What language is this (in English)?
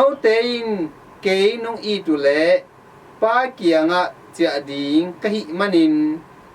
Tedim Chin